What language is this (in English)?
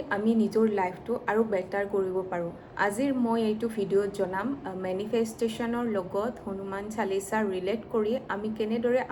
Assamese